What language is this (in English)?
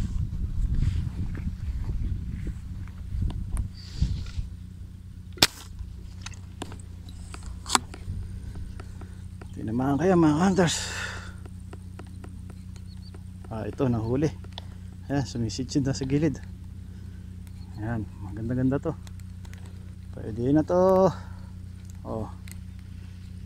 Filipino